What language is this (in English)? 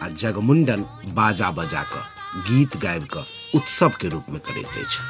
Maithili